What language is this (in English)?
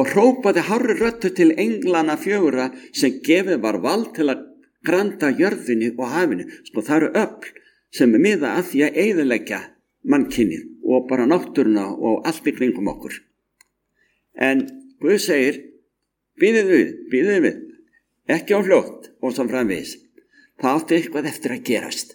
Icelandic